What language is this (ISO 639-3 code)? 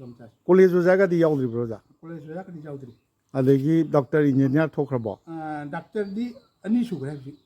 mni